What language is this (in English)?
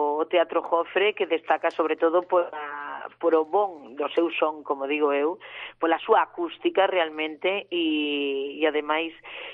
Galician